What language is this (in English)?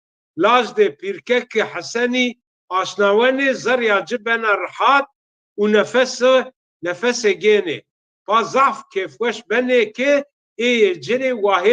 Zaza